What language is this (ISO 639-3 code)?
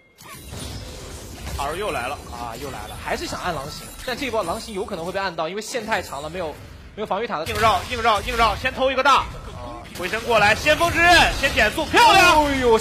zho